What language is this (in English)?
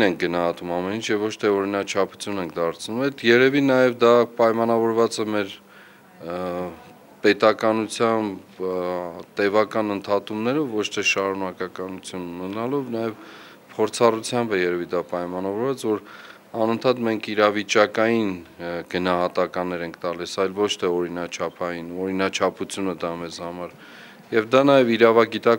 Armenian